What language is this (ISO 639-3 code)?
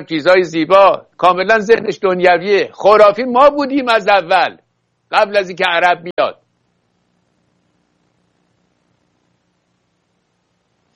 fas